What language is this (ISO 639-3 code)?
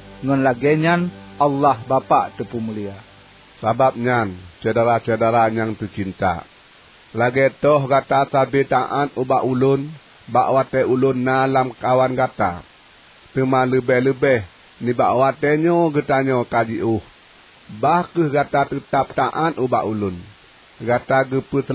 ace